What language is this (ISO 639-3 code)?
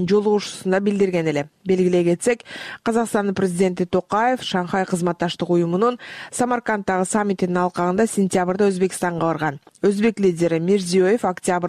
kir